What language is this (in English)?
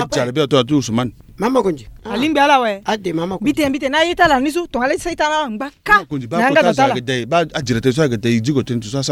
Sango